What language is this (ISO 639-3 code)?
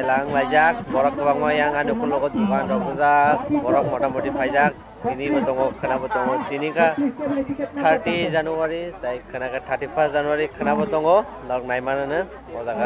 trp